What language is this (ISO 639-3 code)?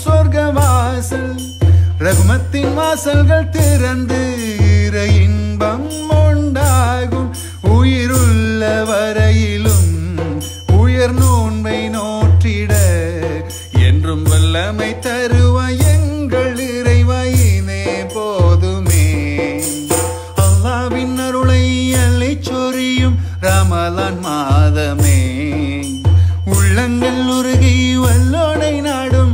tam